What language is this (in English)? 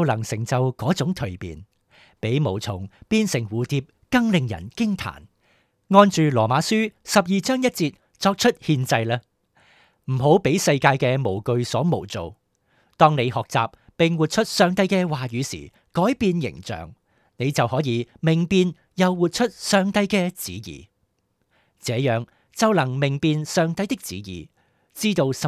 Cantonese